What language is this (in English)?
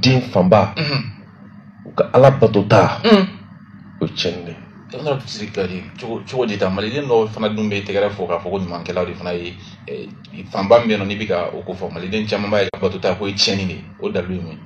Bambara